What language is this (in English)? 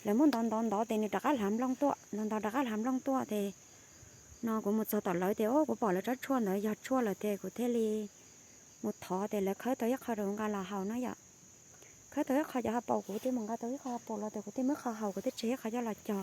Hmong